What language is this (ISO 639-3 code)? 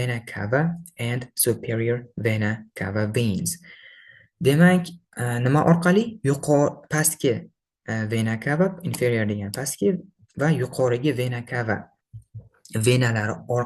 uzb